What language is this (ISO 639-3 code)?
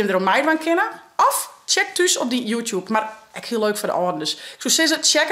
fry